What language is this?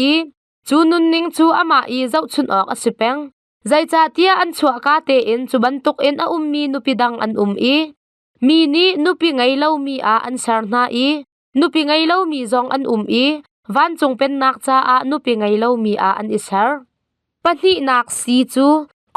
Hakha Chin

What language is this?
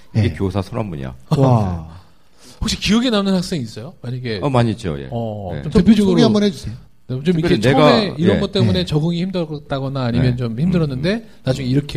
Korean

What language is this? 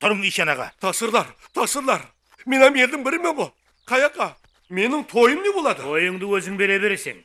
Kara-Kalpak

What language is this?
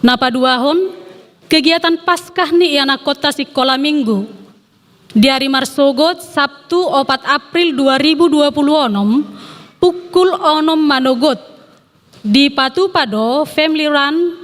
Batak Toba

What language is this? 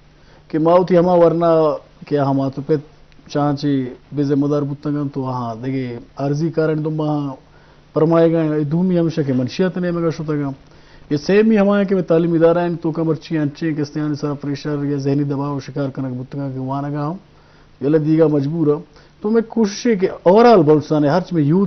Eastern Balochi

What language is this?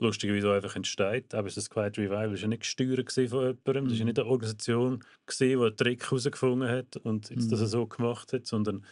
Swiss German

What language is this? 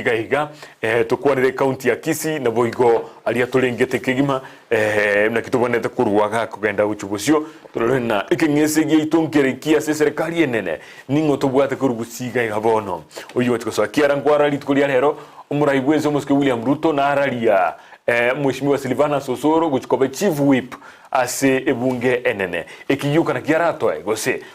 Gusii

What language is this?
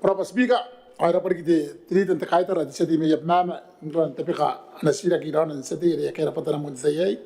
Gilbertese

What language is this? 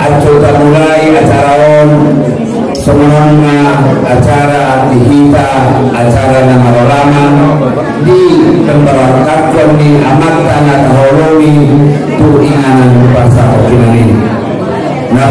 Batak Angkola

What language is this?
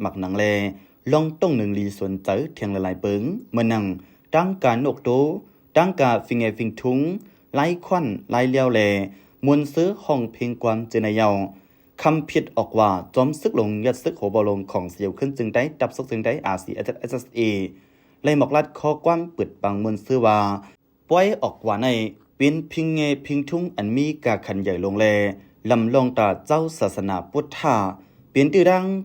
Shan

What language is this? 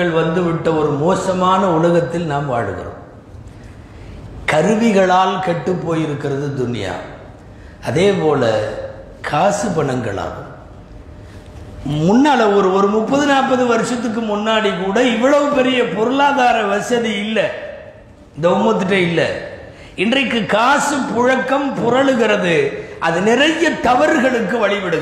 Tamil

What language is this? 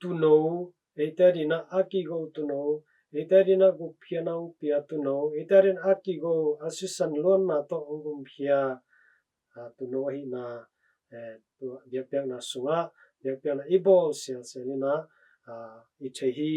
Tedim Chin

